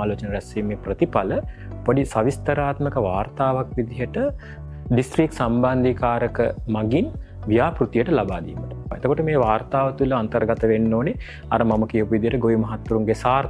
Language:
Sinhala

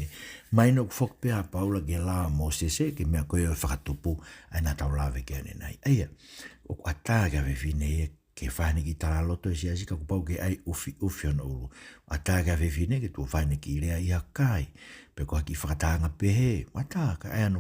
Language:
Tongan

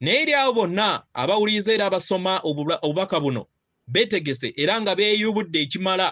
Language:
Ganda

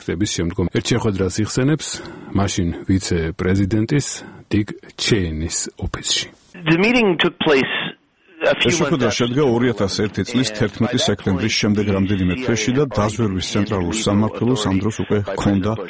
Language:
Georgian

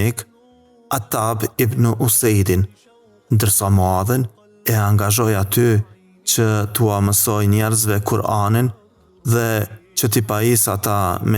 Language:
Albanian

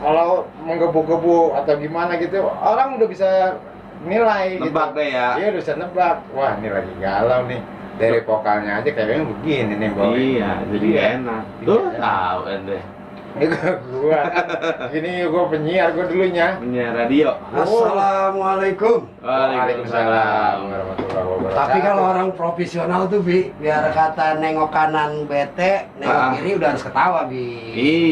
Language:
Betawi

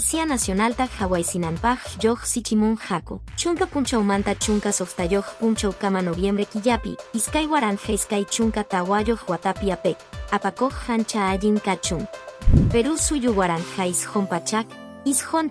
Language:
Quechua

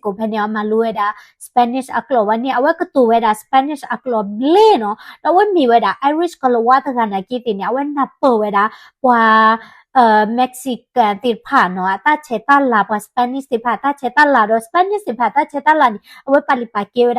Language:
S'gaw Karen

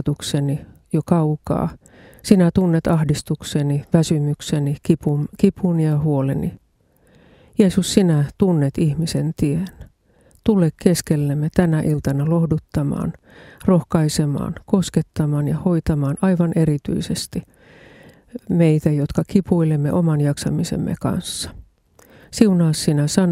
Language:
Finnish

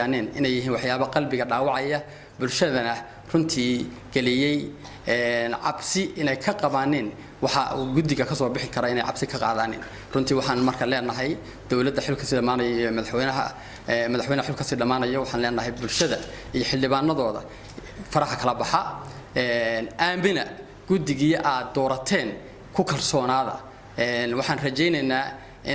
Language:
Somali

